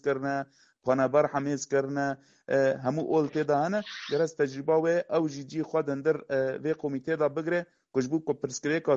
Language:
Kurdish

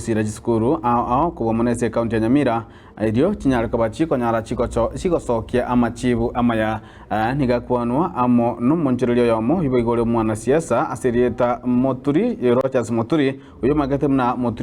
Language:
Gusii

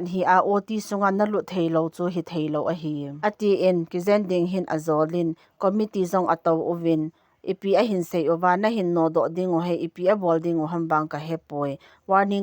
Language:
Thado Chin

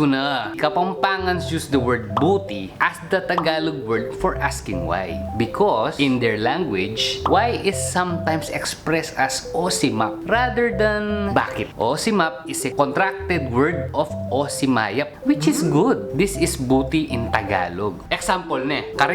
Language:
Pampanga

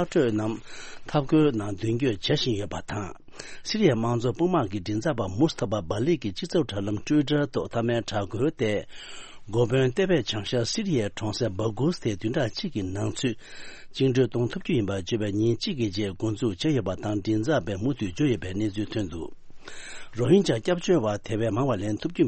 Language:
Tibetan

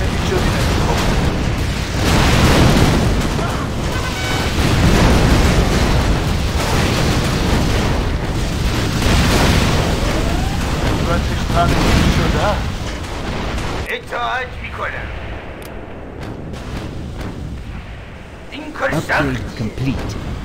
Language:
Persian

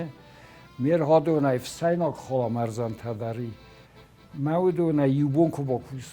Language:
Ossetic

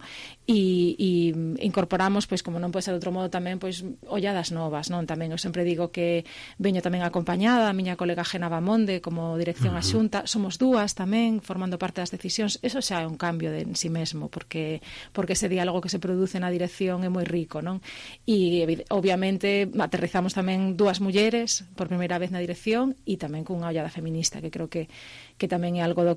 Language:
Galician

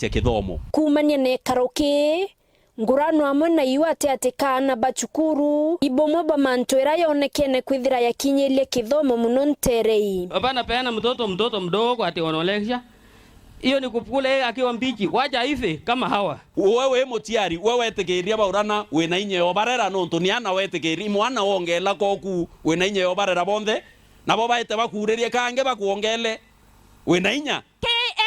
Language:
Meru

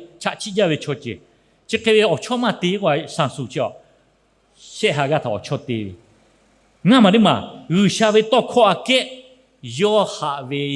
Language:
Lahu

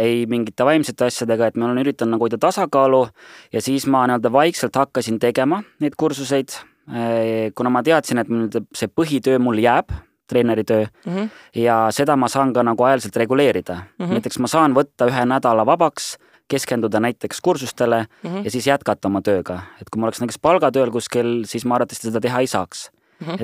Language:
Estonian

